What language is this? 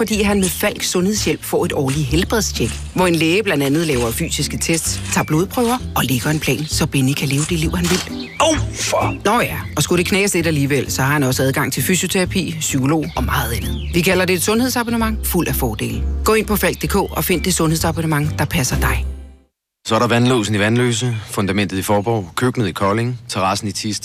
Danish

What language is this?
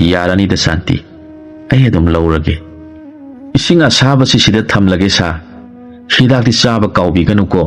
Manipuri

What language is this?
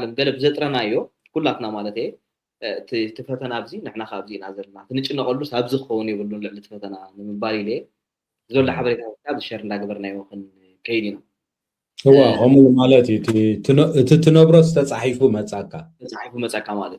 Tigrinya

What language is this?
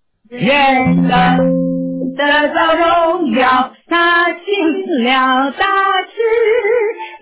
Chinese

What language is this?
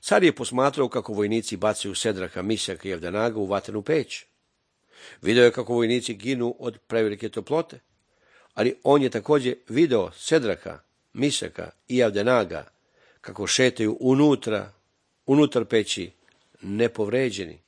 Serbian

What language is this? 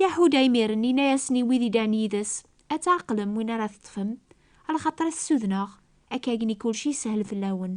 Kabyle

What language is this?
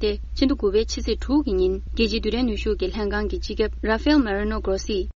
Tibetan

